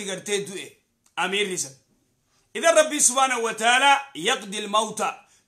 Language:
Oromo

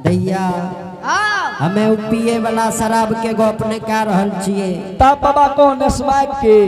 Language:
Angika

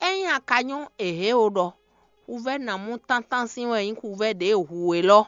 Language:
Fon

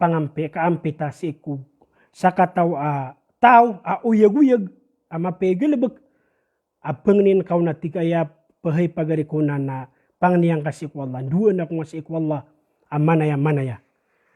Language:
Maranao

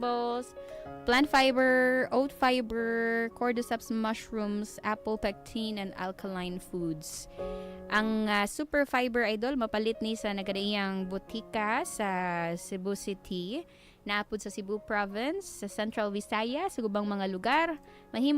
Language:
Cebuano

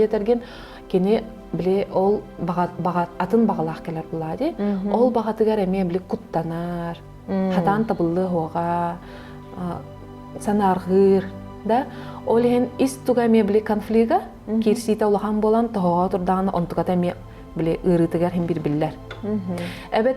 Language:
Yakut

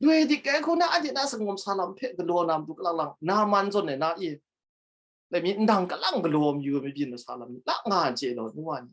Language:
Kachin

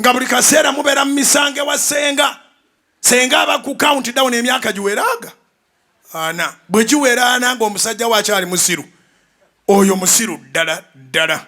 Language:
Ganda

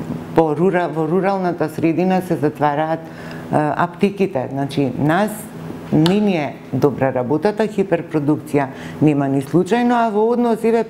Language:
Macedonian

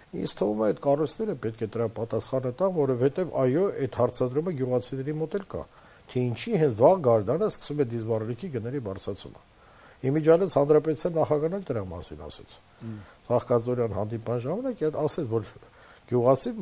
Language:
Armenian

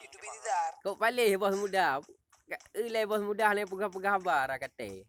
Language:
Achinese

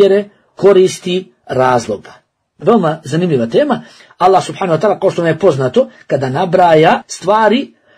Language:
Bosnian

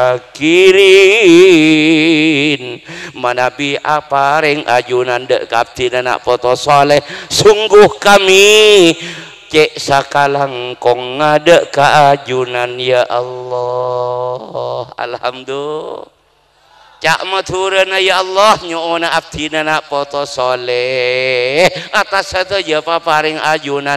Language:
Madurese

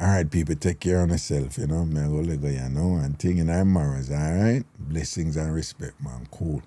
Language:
Jamaican Creole English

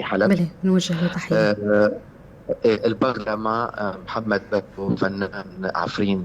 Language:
North Levantine Arabic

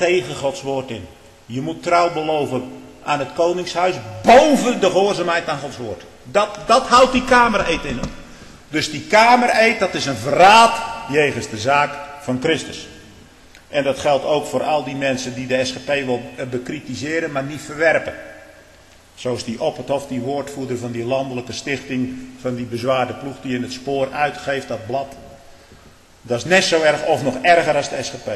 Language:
Dutch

